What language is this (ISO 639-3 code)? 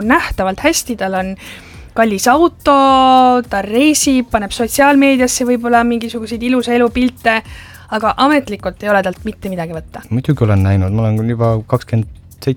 est